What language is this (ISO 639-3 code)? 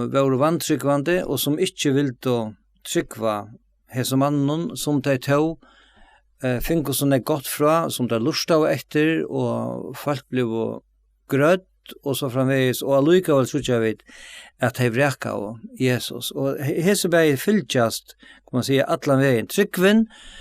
fao